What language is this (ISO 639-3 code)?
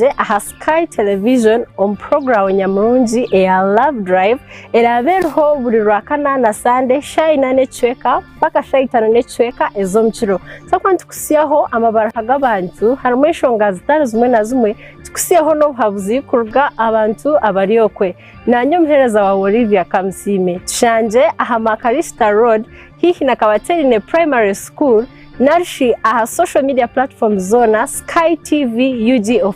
nyn